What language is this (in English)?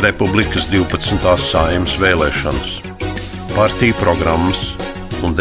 Latvian